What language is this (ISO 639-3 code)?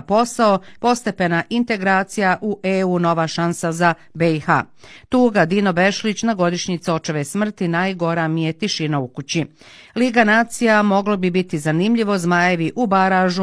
bos